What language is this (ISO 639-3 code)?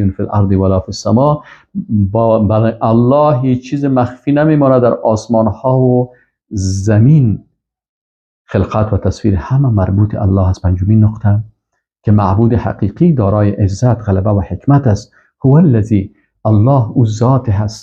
fas